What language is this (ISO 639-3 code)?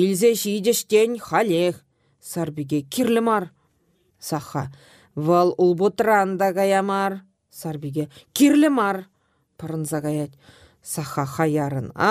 chv